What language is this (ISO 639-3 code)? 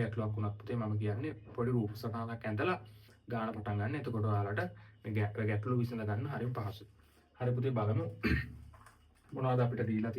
sin